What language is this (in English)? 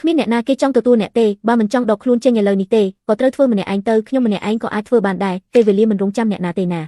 Khmer